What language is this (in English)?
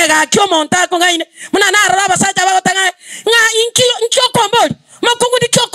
Gusii